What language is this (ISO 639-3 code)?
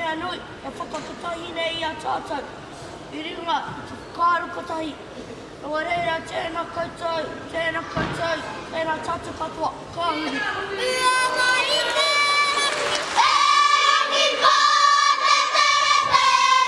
mri